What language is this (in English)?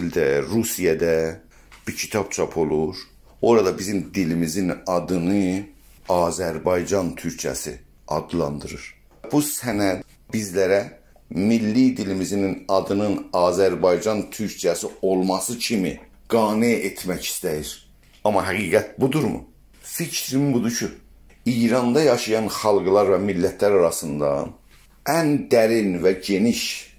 South Azerbaijani